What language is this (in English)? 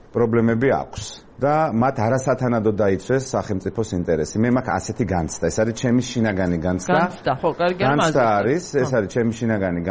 Georgian